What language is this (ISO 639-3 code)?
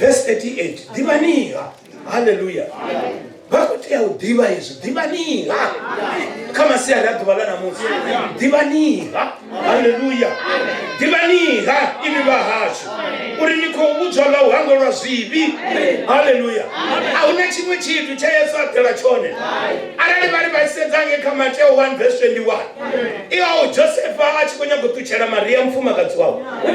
ven